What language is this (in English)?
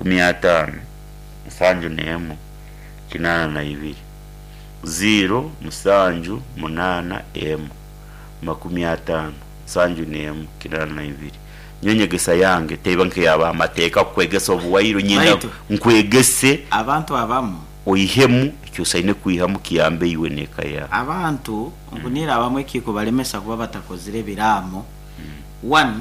Nyankole